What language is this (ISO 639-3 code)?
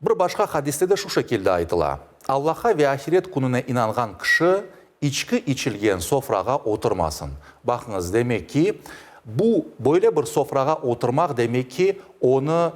crh